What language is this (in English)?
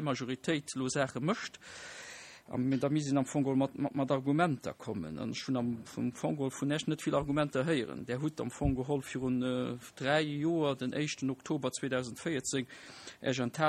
Luxembourgish